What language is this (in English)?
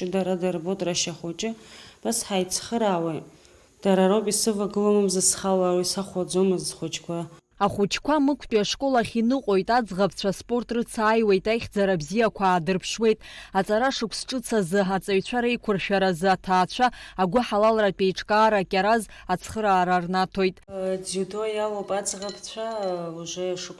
Abkhazian